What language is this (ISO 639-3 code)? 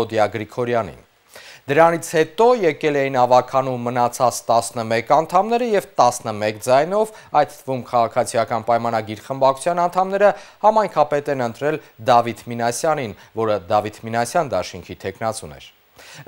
hye